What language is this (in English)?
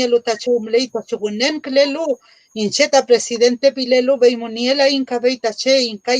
Mapuche